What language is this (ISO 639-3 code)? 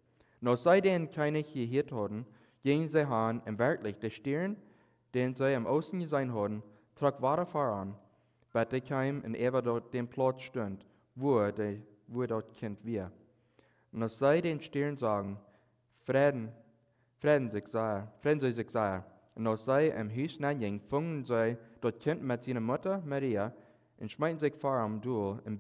pdt